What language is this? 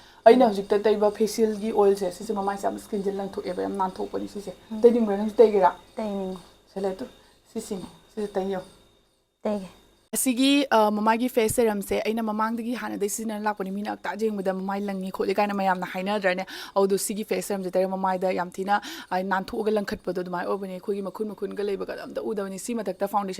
Manipuri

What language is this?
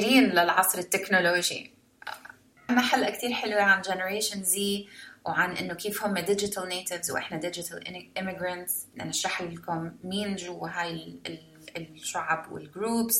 North Levantine Arabic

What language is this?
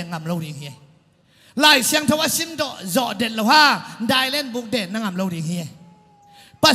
Tedim Chin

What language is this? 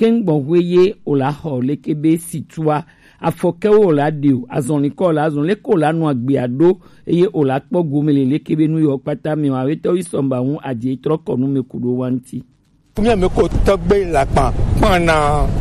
Gen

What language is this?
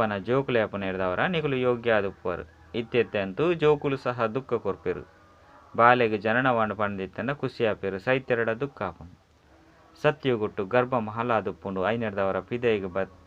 Tulu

